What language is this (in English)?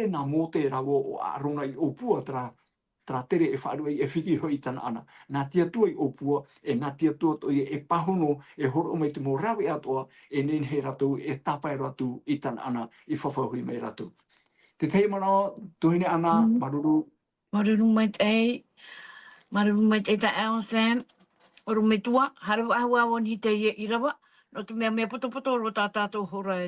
Tahitian